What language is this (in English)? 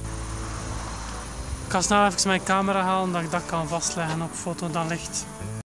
Dutch